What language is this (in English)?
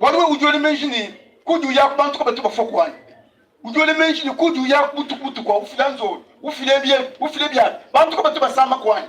Luba-Lulua